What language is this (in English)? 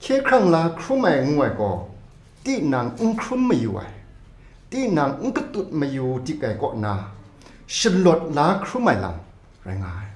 Kachin